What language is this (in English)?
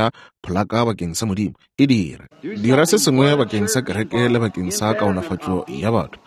Northern Sotho